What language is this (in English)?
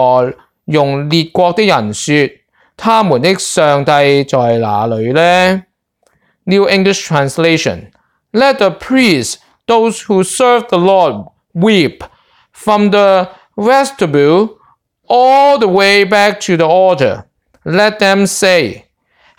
Cantonese